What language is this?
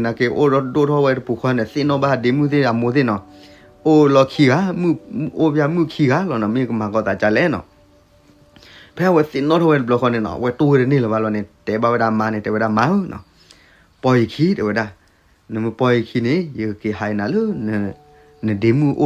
S'gaw Karen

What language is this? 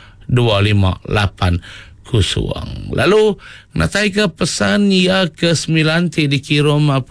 Iban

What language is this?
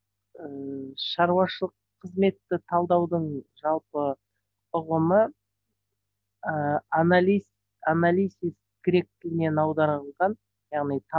Kazakh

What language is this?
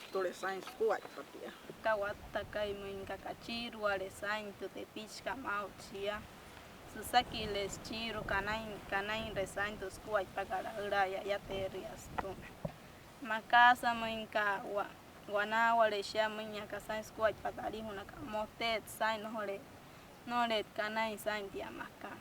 Wayuu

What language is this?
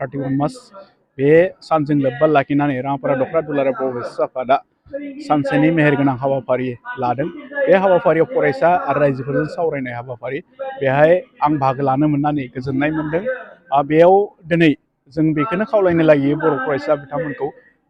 Bodo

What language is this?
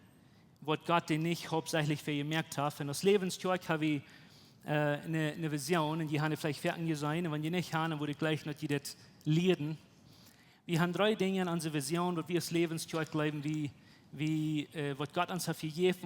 Plautdietsch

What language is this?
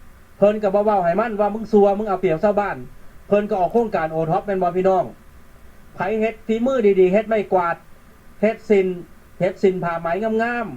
Northeastern Thai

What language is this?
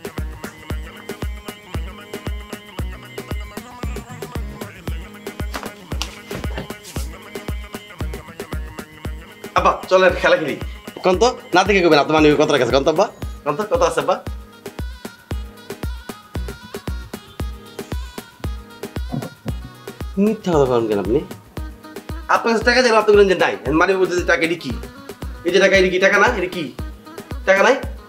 Bangla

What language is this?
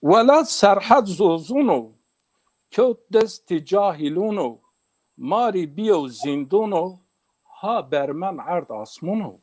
Zaza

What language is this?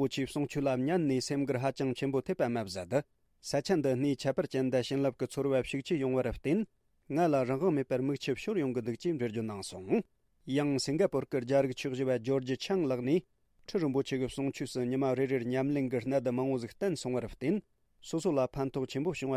Tibetan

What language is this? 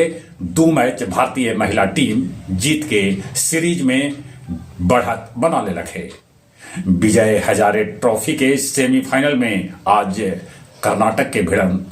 Magahi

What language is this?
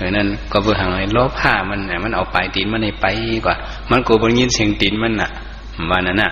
Shan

